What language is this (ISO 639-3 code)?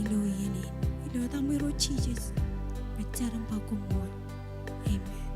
mah